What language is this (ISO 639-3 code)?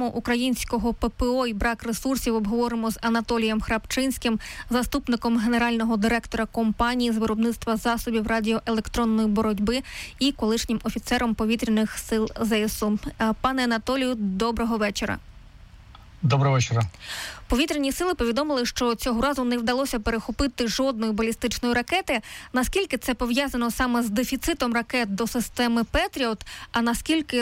ukr